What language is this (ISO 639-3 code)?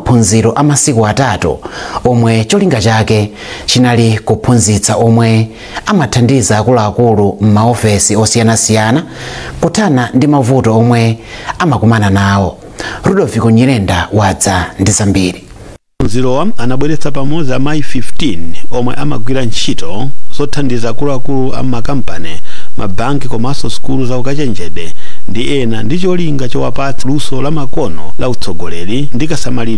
nya